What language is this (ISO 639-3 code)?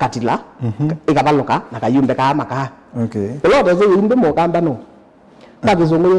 kam